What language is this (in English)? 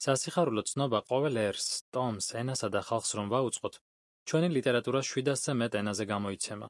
Georgian